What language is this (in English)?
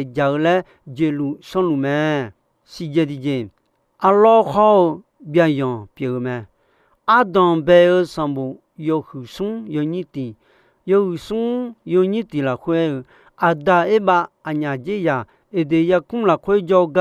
Akha